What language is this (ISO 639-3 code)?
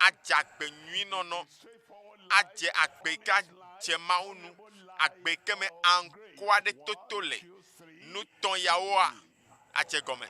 ewe